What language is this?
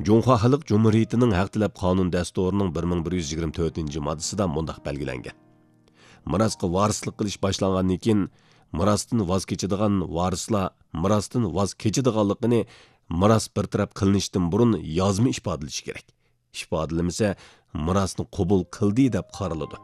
Uyghur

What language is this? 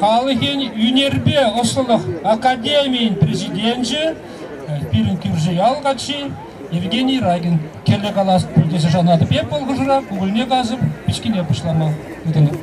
Chuvash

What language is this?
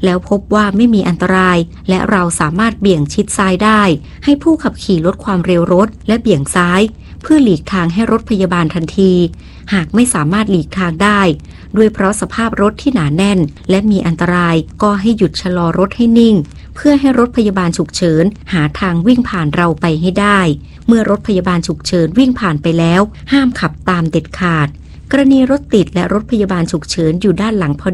Thai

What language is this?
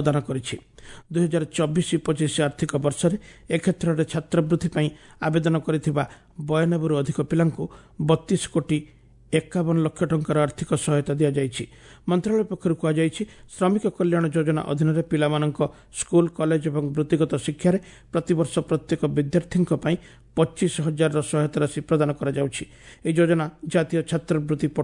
Odia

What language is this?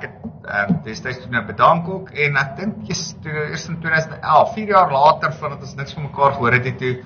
Afrikaans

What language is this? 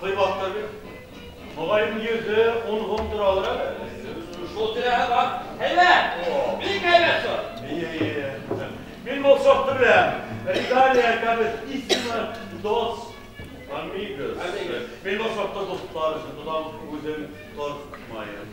Bashkir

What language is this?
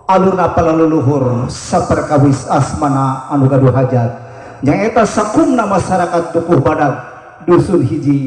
Sundanese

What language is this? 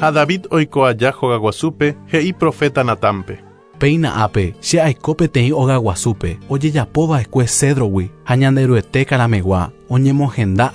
Guarani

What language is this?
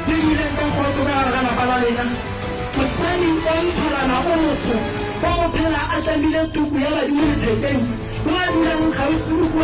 Northern Sotho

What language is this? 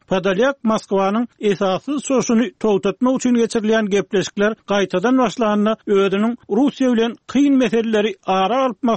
Turkmen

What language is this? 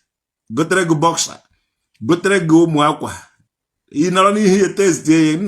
Igbo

